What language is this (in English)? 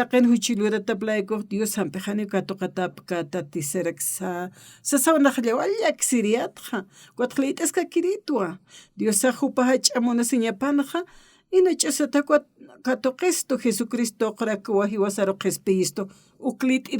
Aymara